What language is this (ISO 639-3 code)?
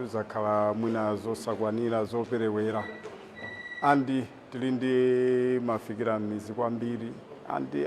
nya